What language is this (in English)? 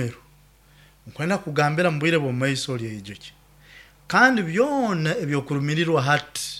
Nyoro